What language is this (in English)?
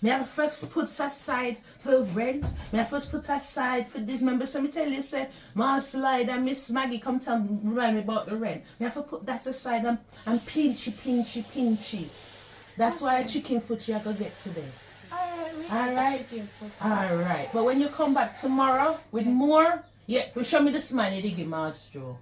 Jamaican Creole English